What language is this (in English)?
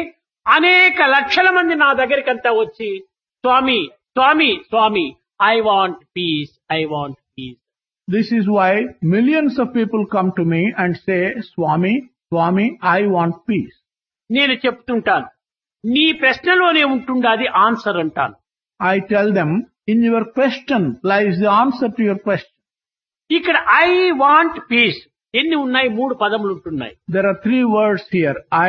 Telugu